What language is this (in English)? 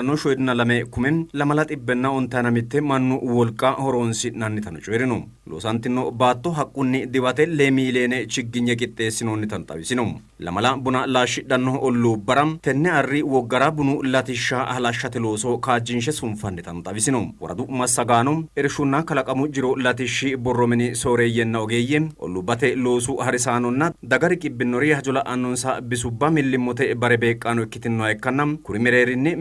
Sidamo